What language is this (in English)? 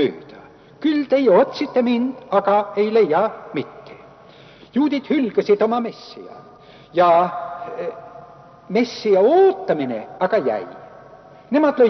Estonian